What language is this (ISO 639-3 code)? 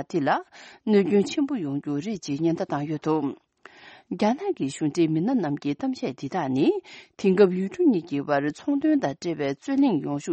bod